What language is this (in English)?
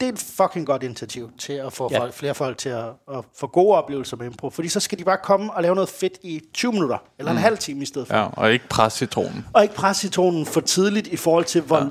Danish